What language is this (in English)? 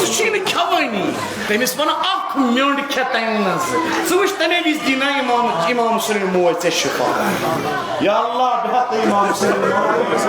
Kashmiri